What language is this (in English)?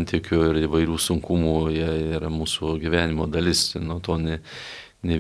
Lithuanian